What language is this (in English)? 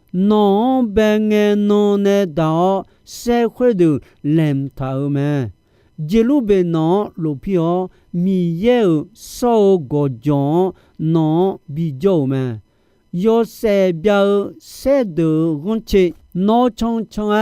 Akha